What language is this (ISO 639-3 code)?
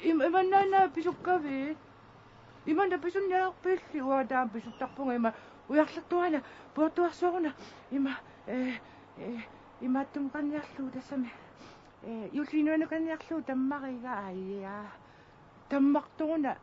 kal